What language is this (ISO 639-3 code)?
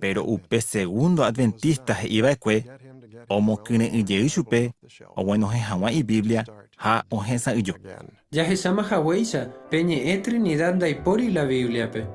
grn